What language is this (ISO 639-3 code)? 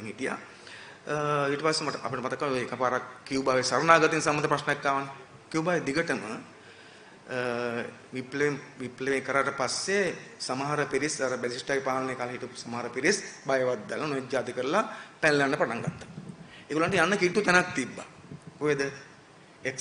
sin